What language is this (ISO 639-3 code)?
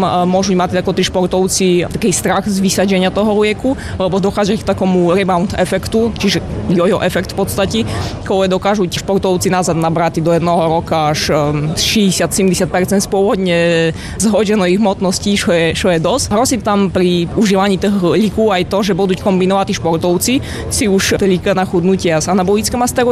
slk